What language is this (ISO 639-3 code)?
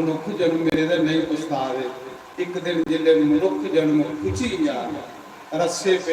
doi